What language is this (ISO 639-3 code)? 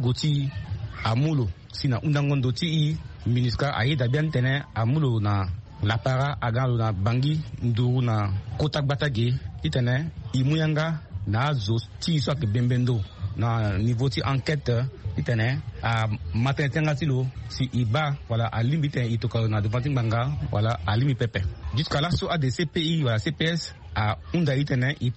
sag